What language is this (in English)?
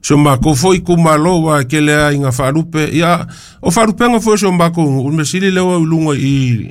Samoan